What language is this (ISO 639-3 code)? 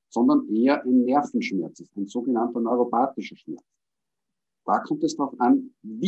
deu